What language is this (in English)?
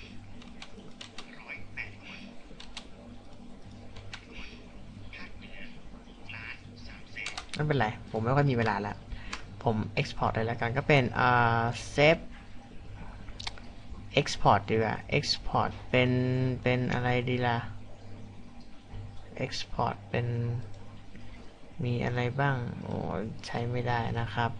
Thai